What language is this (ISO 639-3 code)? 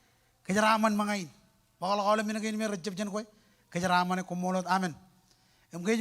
mah